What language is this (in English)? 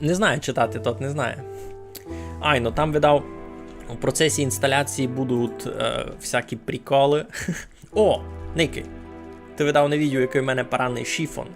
Rusyn